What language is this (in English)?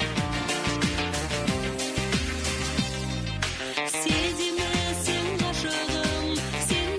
Kazakh